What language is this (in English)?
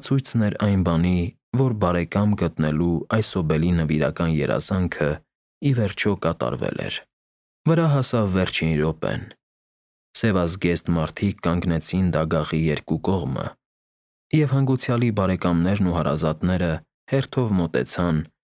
Armenian